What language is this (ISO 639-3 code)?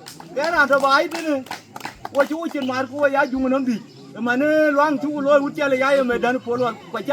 din